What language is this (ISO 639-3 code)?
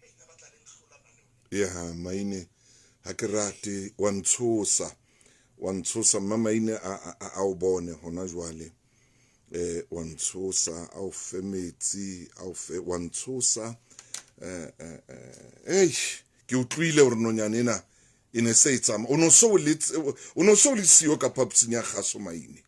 sot